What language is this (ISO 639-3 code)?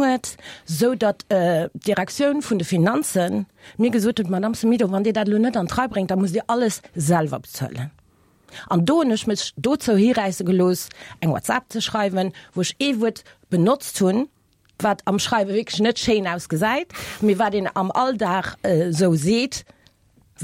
ltz